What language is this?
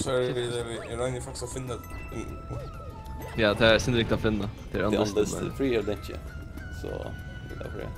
Faroese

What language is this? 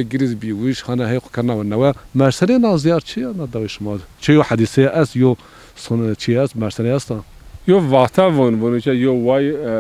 Zaza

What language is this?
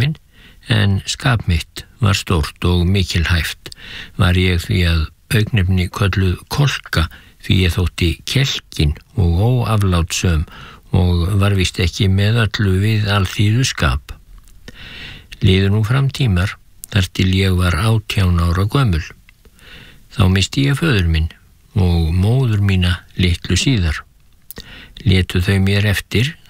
Icelandic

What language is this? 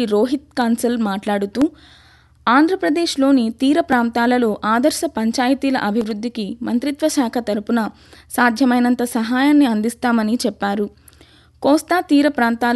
Telugu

